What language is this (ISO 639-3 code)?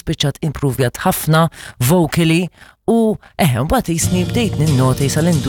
mlt